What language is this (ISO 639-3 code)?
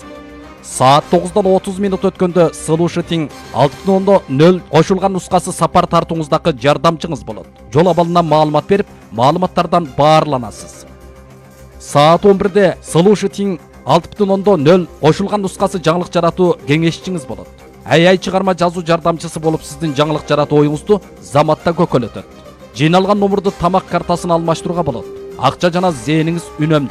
kir